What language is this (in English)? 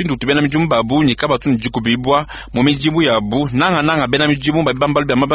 Luba-Lulua